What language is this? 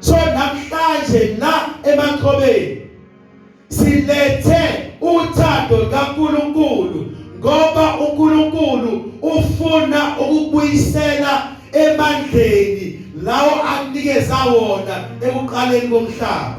Zulu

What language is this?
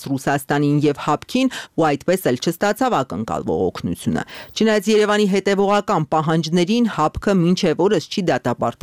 Armenian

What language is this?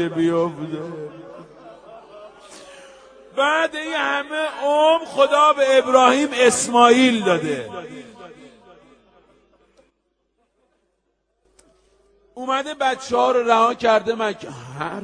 Persian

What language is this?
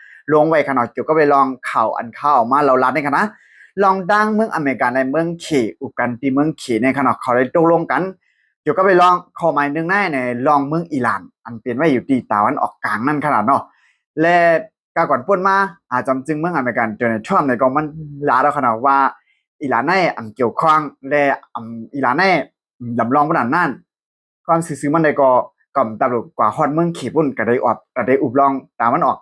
Shan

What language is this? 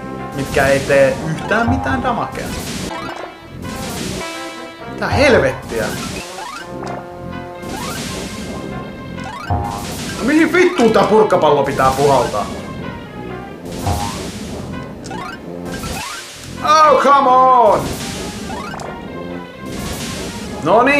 Finnish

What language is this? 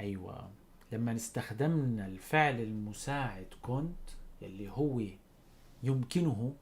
North Levantine Arabic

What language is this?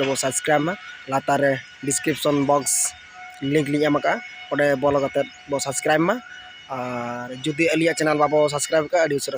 Santali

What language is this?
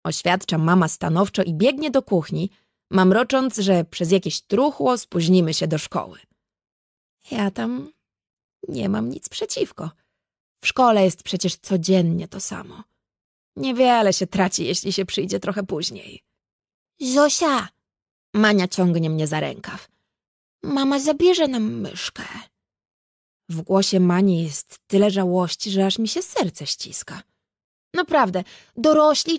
Polish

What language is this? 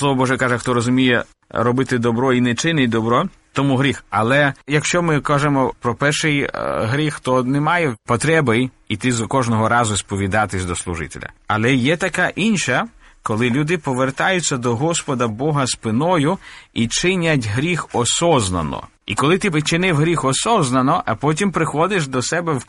Ukrainian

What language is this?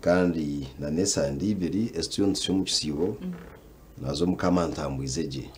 Nyankole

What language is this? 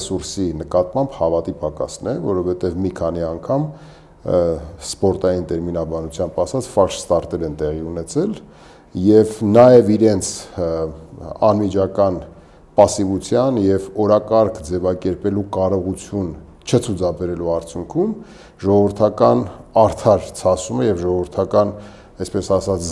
Armenian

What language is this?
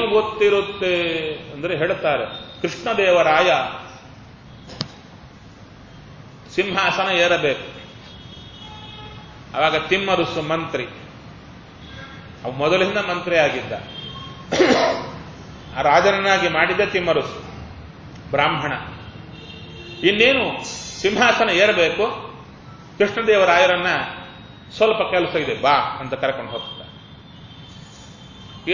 Kannada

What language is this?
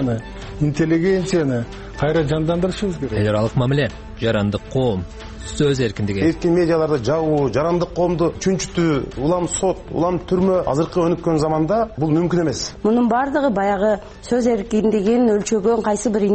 Kyrgyz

